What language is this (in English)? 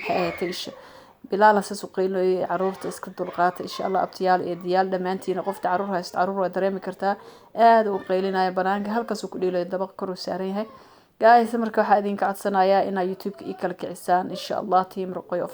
Somali